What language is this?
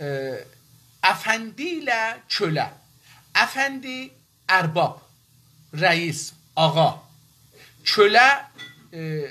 South Azerbaijani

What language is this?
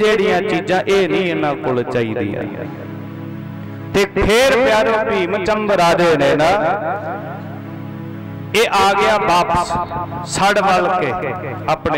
Punjabi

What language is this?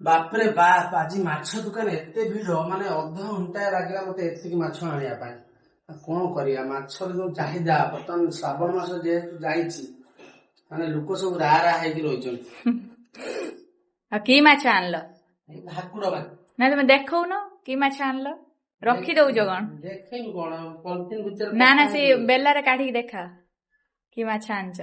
Odia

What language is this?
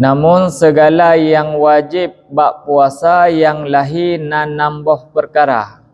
Achinese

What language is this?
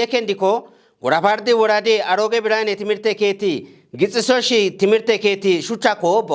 Kafa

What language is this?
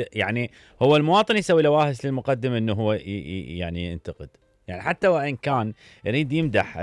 Mesopotamian Arabic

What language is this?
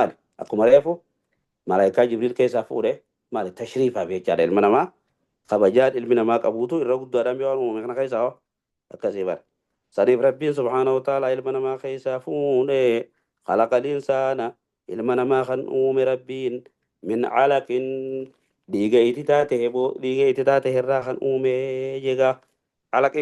Oromo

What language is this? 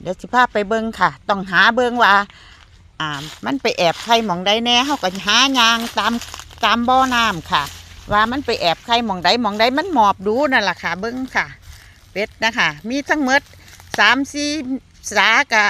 Northeastern Thai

